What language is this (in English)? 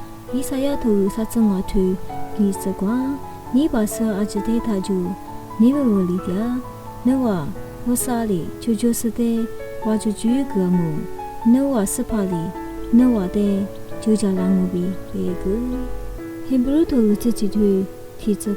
Lisu